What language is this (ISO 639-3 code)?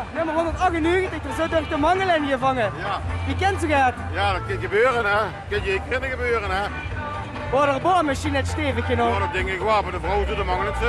lim